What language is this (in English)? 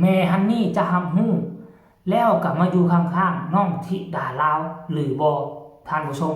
Northeastern Thai